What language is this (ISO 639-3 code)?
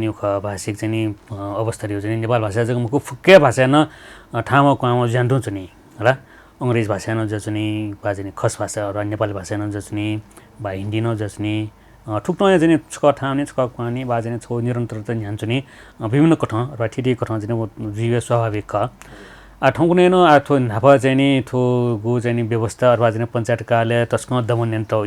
new